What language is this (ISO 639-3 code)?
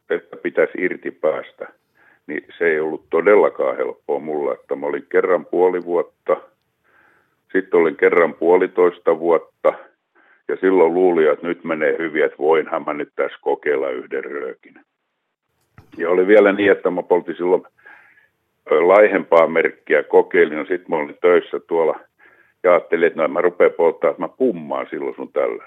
fin